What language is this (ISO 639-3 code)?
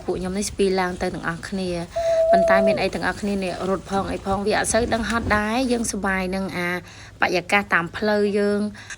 khm